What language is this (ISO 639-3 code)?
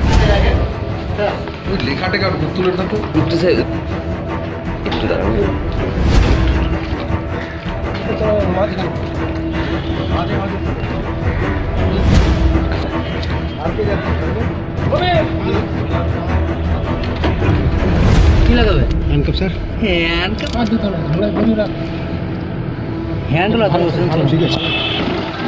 ben